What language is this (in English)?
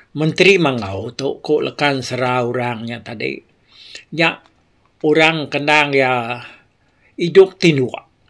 Iban